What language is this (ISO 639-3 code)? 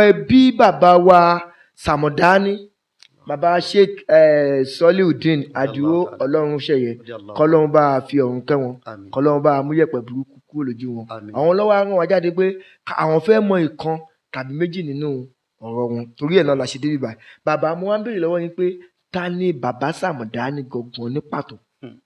yor